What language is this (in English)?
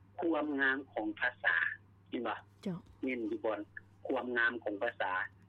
Lao